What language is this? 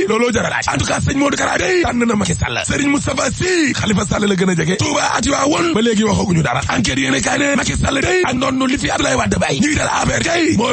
Wolof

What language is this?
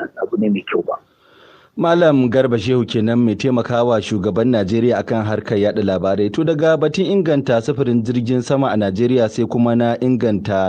Hausa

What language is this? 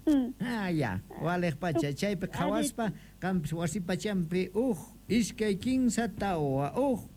South Bolivian Quechua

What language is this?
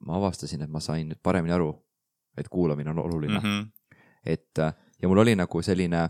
Estonian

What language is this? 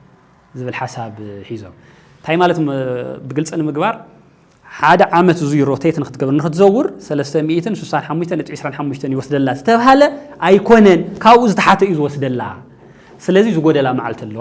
Tigrinya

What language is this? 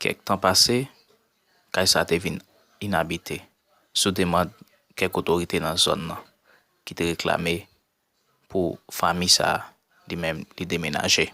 Haitian Creole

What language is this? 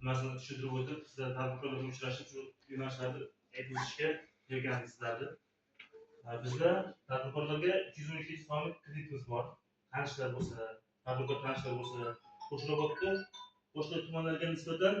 Uzbek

